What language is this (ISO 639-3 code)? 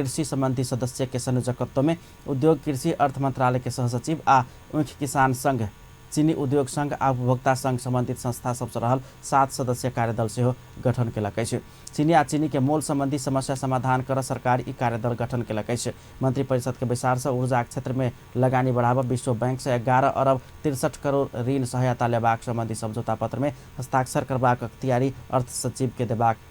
mai